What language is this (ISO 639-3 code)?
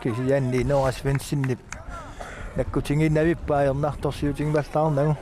kal